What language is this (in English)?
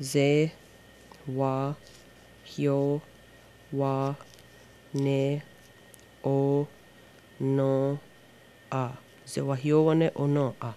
Mohawk